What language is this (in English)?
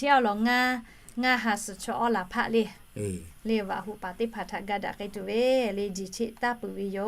Lahu